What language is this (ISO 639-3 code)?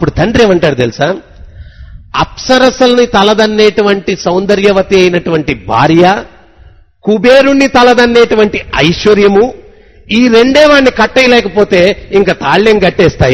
tel